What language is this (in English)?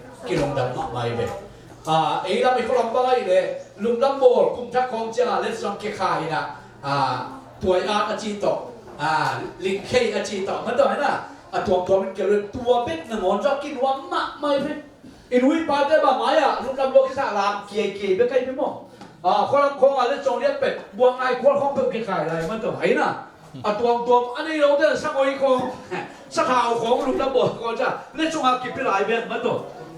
Tedim Chin